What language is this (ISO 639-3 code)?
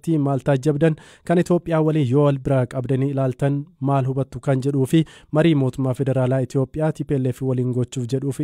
orm